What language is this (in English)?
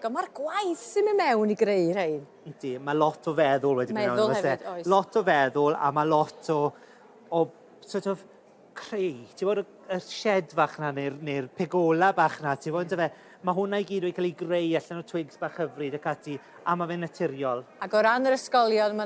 Welsh